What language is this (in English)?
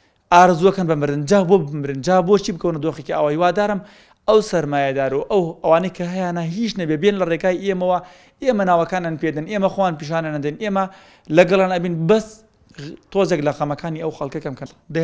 Central Kurdish